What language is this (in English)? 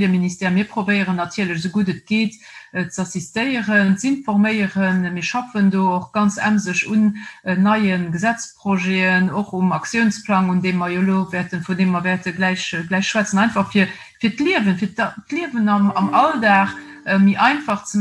Luxembourgish